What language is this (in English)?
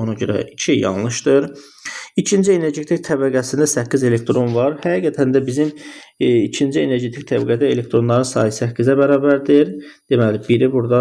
Azerbaijani